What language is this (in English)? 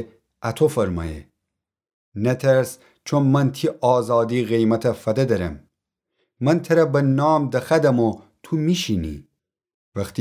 Gilaki